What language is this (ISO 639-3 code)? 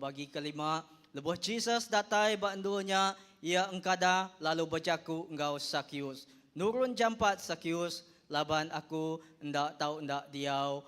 iba